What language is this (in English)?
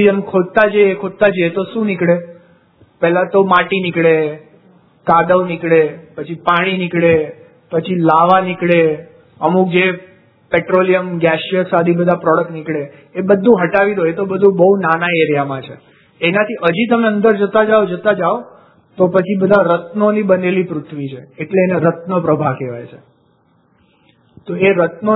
Gujarati